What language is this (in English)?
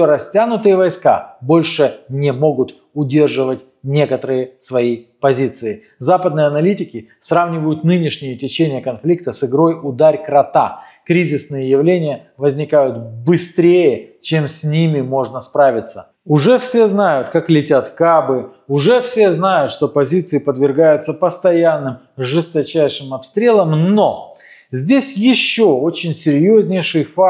Russian